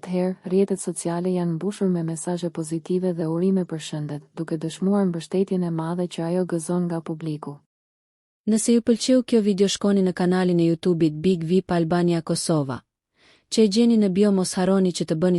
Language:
Albanian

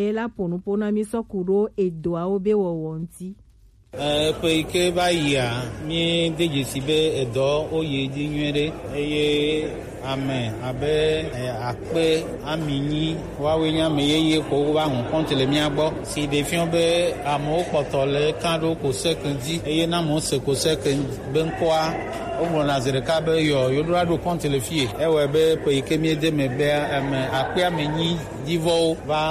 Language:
Gen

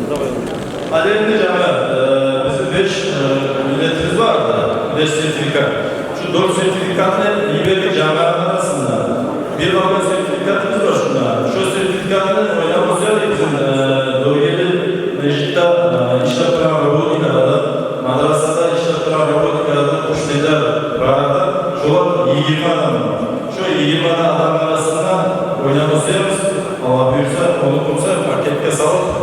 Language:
Kumyk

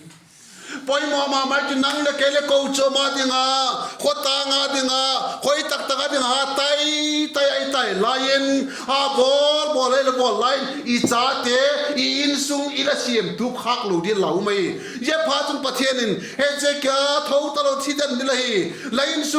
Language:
Vaiphei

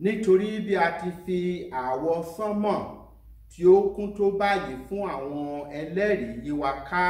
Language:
Yoruba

